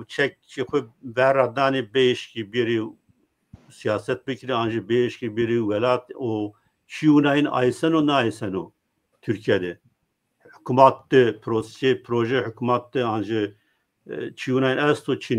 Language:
Zaza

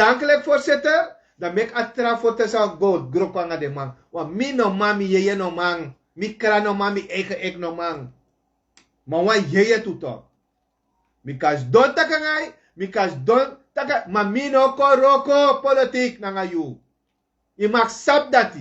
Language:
Sranan Tongo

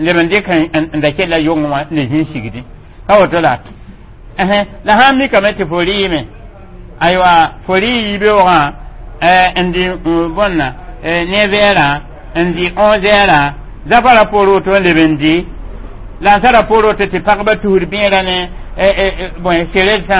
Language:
Mossi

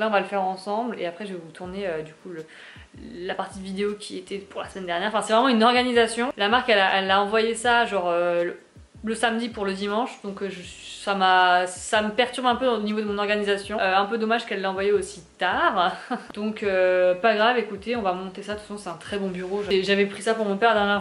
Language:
French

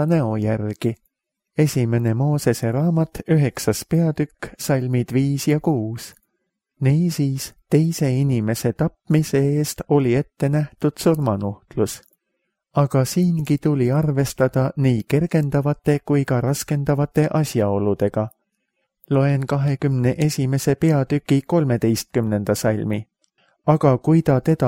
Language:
Estonian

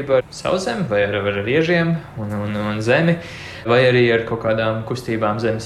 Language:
Latvian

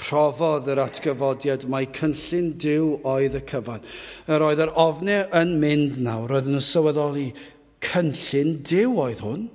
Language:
Welsh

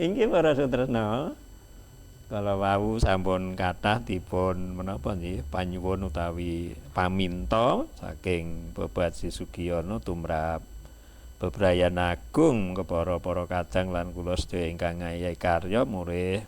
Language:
Javanese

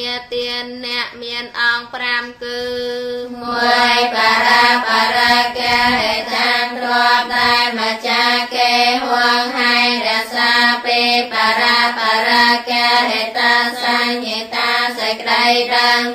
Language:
Khmer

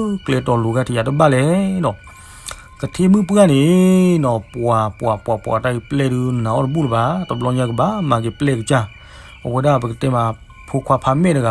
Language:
S'gaw Karen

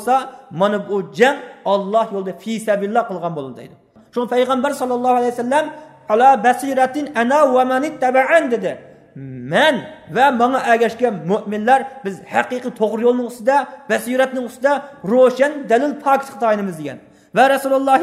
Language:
Uyghur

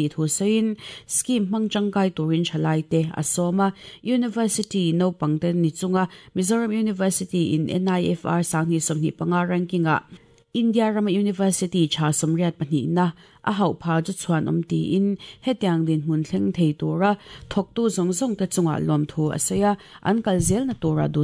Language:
Mizo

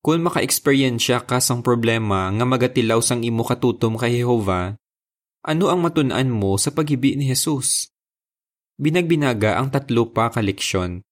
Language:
Hiligaynon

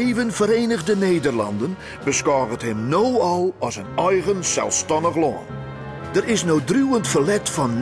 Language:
Western Frisian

